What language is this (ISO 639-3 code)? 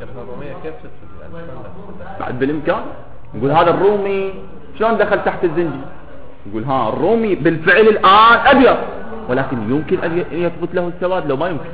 acm